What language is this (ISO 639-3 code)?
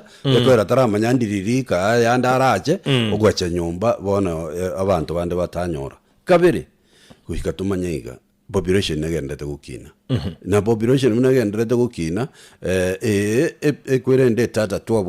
guz